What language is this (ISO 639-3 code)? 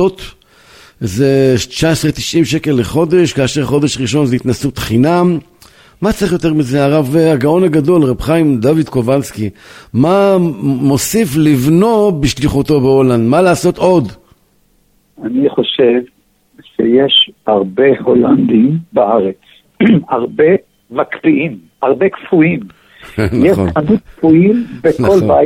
heb